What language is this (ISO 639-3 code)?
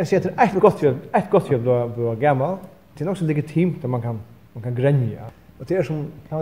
fao